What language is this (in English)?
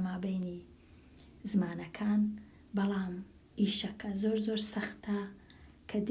Central Kurdish